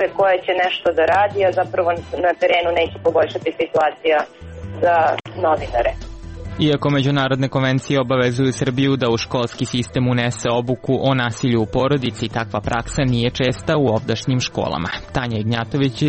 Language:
Serbian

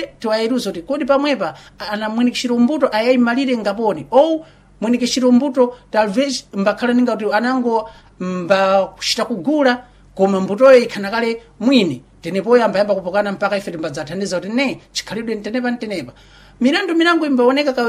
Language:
Sena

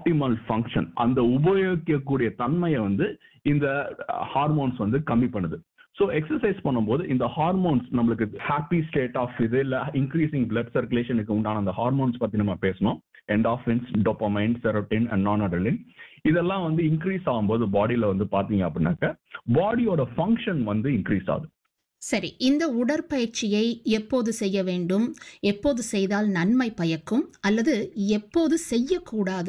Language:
Tamil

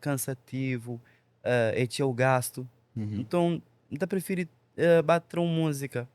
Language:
Kabuverdianu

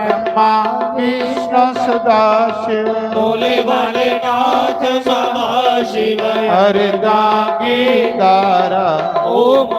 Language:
Dogri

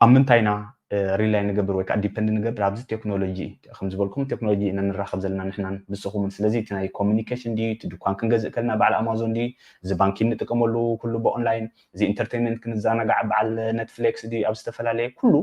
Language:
Tigrinya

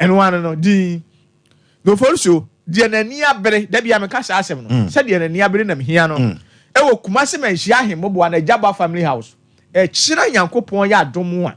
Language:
Akan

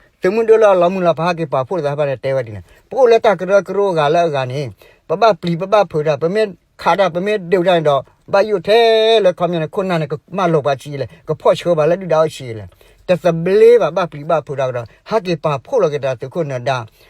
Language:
S'gaw Karen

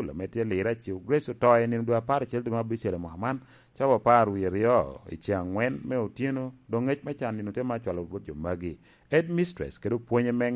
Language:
Lango (Uganda)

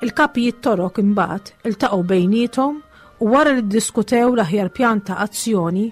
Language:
Maltese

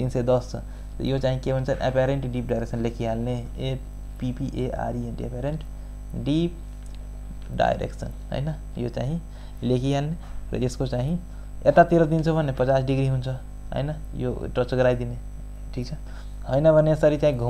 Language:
Nepali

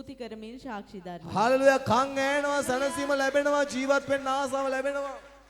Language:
Sinhala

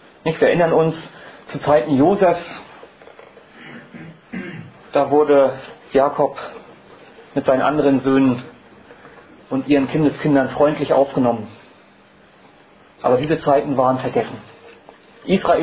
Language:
German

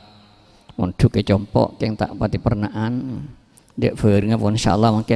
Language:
Madurese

